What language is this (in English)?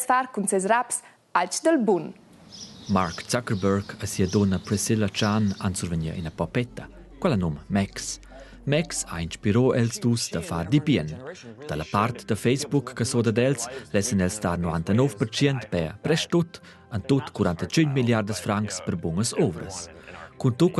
Romansh